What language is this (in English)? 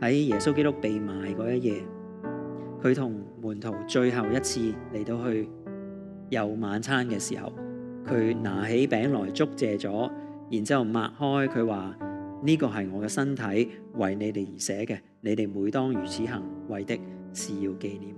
Cantonese